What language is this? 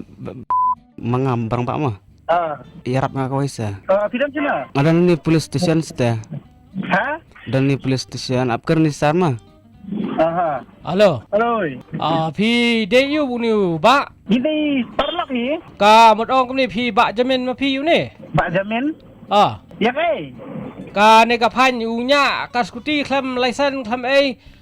Khasi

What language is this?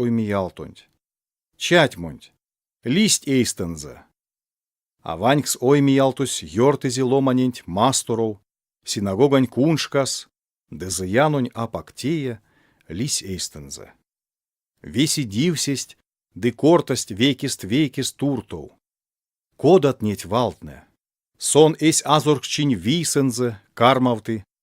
Erzya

